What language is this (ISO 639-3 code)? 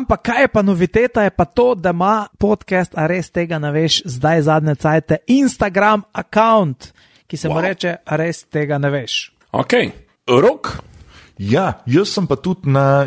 slv